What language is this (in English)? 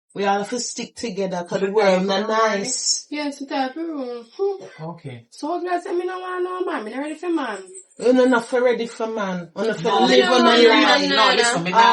Jamaican Creole English